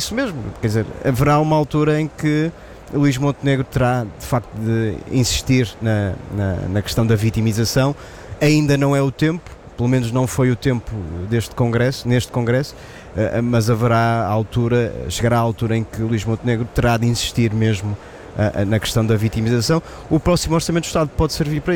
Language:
Portuguese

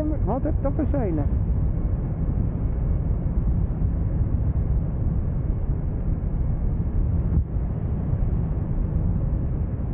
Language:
German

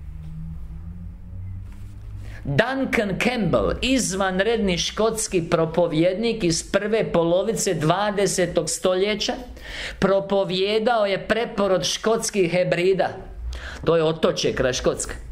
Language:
Croatian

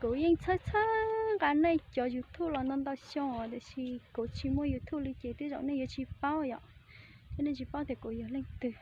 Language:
Hmong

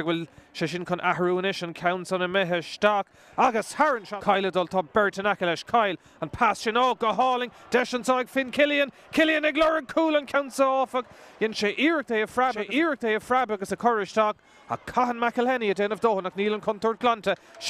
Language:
Irish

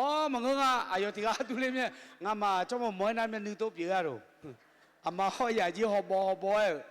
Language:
Akha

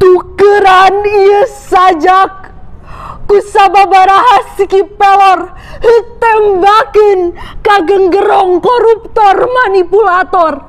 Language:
Sundanese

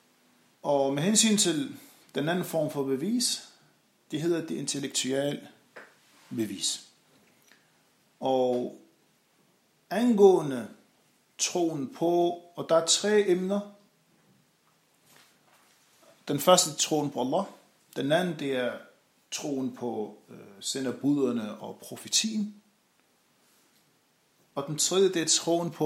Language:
Danish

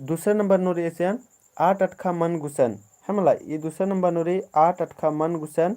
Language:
Kurukh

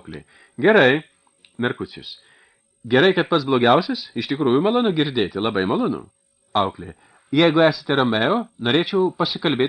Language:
Lithuanian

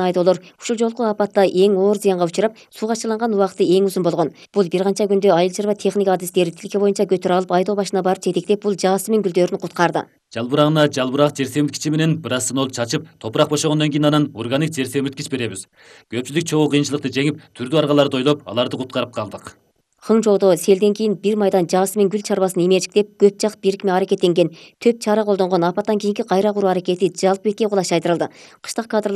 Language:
Kyrgyz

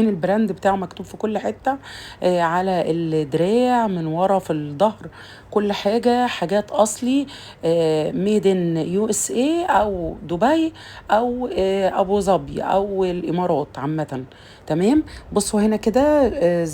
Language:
Egyptian Arabic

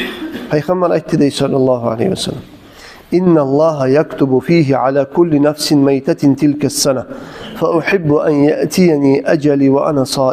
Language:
Kumyk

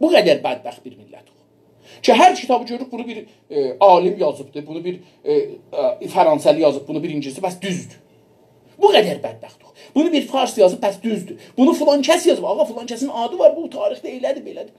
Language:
South Azerbaijani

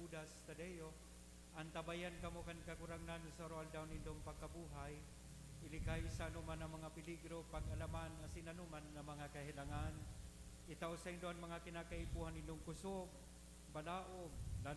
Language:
Bikol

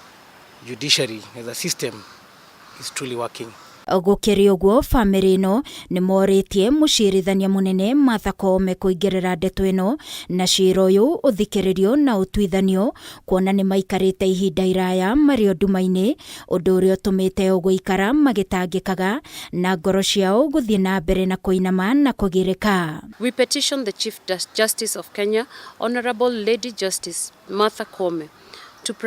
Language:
Kikuyu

